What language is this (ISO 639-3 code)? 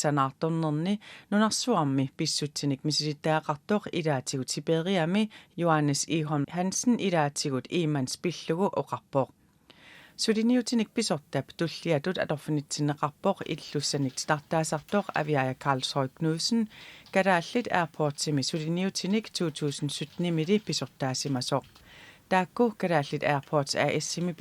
kal